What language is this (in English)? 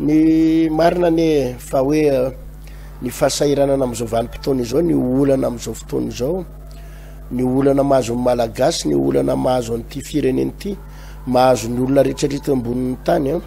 Malagasy